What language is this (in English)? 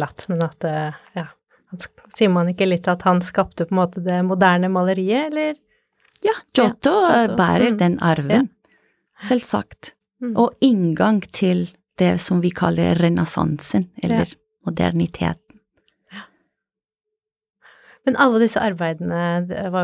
Norwegian